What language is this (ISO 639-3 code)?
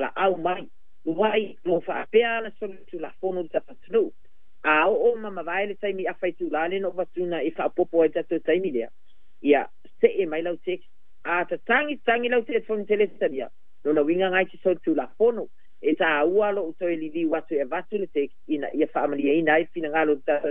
smo